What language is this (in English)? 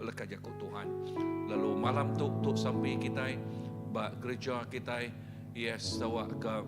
Iban